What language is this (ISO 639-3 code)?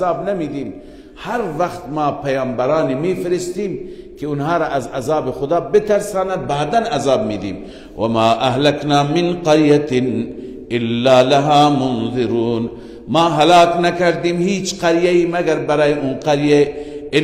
fas